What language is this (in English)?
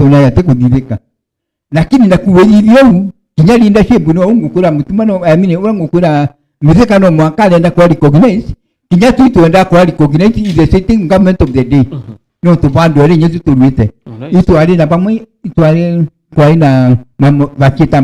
Meru